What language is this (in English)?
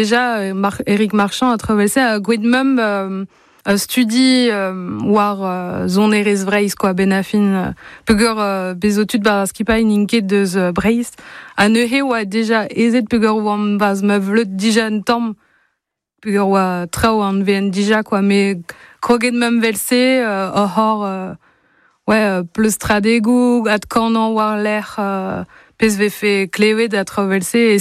Breton